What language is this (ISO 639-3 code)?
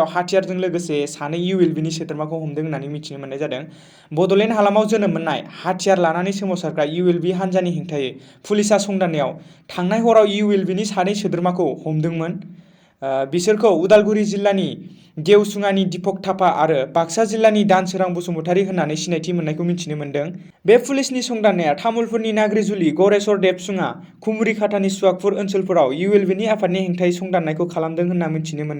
brx